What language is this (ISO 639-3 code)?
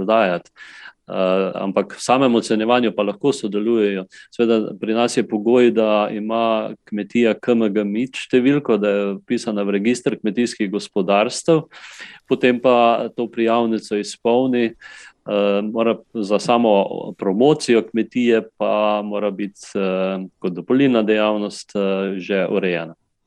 slv